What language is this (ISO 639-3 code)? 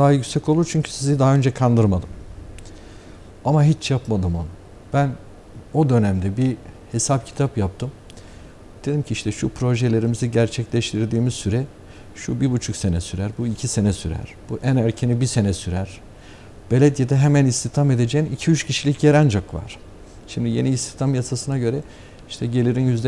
tur